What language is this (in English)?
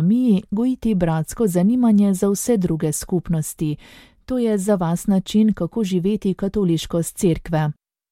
Slovenian